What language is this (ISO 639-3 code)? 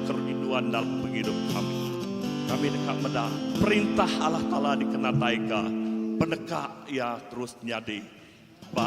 iba